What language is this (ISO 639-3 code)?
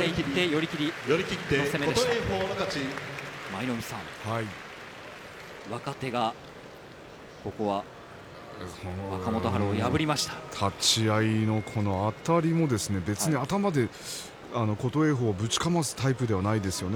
jpn